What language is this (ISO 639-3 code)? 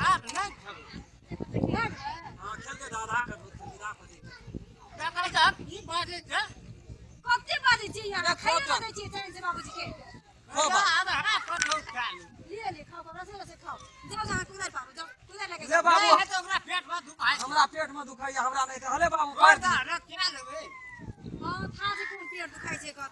mai